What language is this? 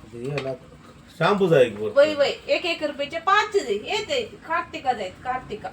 Konkani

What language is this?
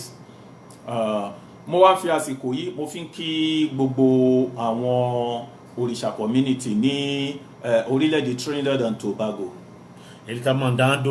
Yoruba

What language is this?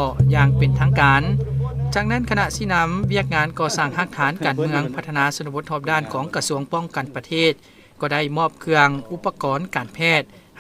Lao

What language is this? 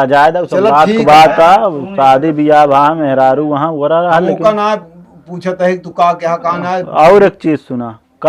Awadhi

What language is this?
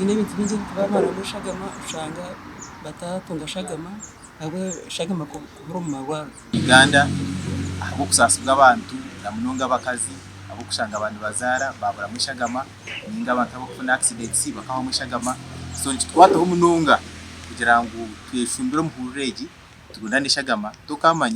Nyankole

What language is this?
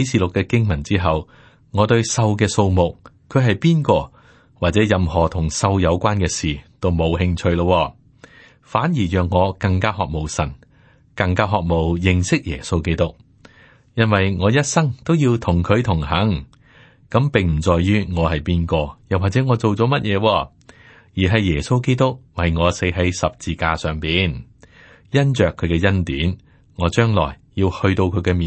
Cantonese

